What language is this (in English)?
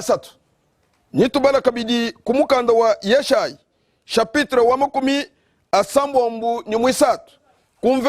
Luba-Lulua